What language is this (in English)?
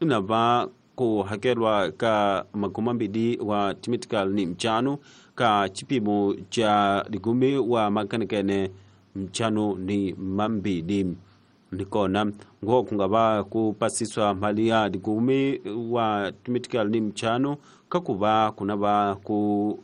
Tsonga